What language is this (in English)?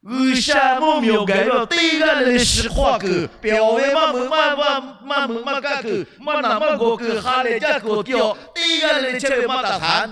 Lahu